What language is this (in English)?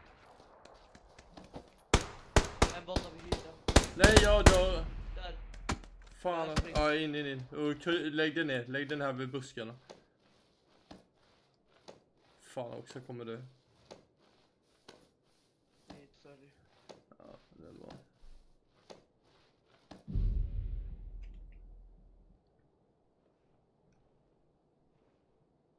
Swedish